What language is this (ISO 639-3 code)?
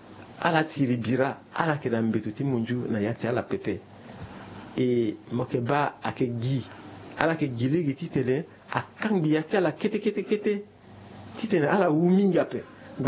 sag